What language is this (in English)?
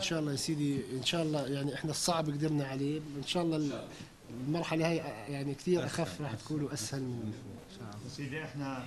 North Levantine Arabic